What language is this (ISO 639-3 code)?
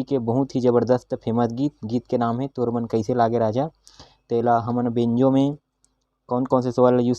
hne